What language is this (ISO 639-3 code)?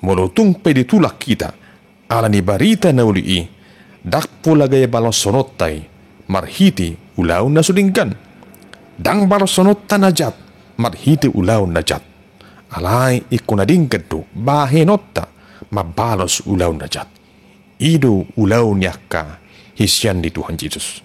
bbc